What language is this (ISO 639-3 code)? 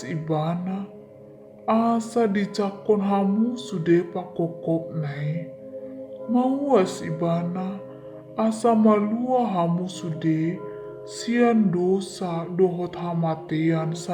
bbc